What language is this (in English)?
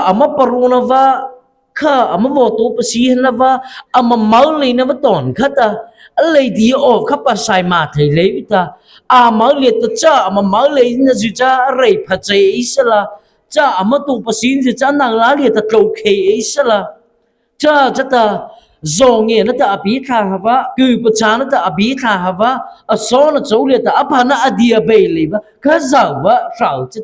Mara Chin